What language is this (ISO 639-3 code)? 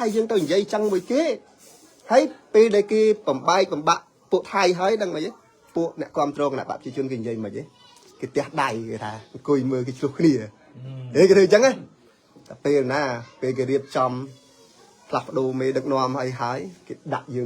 khm